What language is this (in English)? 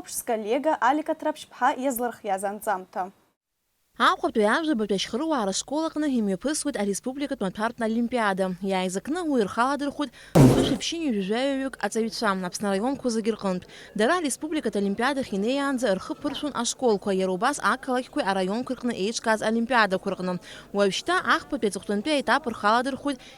Abkhazian